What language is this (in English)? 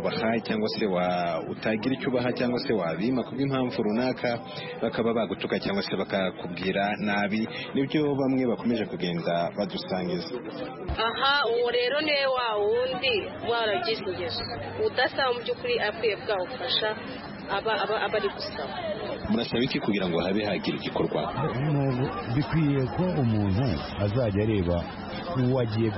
Kinyarwanda